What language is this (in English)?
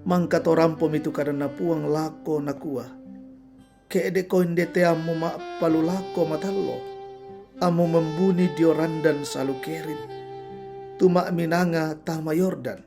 Toraja-Sa'dan